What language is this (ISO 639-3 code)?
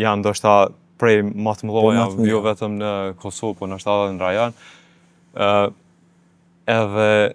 sqi